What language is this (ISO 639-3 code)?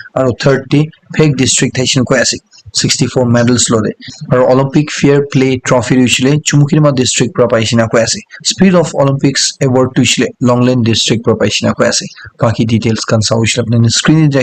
nag